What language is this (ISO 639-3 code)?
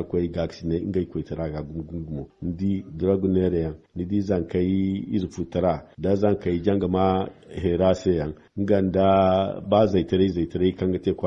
dje